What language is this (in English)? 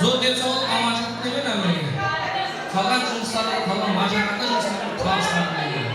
Kara-Kalpak